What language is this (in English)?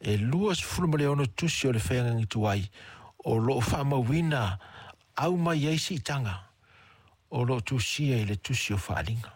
Samoan